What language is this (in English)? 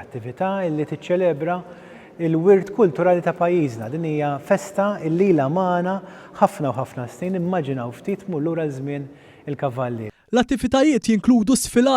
Maltese